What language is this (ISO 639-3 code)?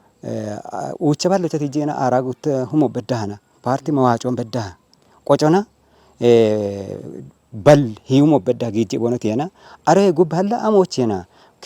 kbr